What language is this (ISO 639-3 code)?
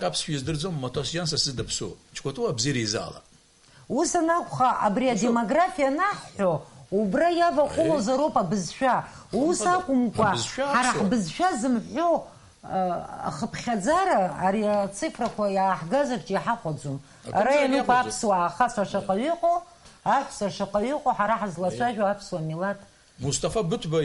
abk